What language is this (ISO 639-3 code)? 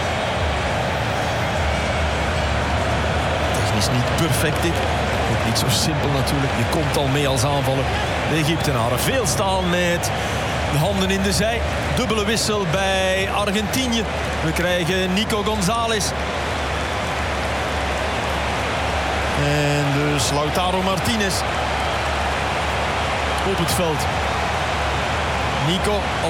nld